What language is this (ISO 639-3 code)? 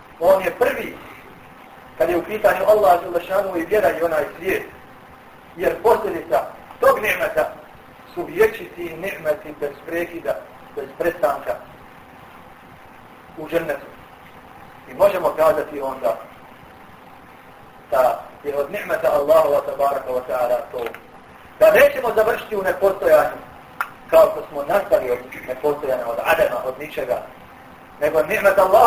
bos